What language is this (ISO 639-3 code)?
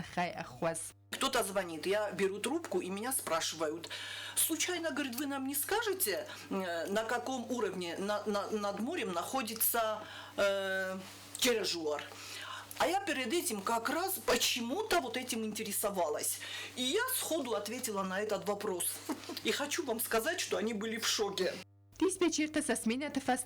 oss